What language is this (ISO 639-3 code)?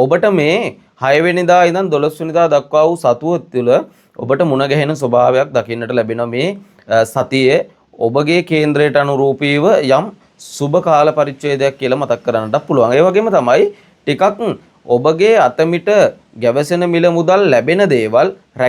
sin